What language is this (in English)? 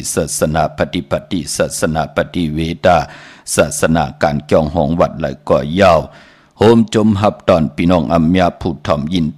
Shan